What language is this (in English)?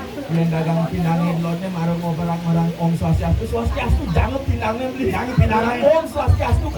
Balinese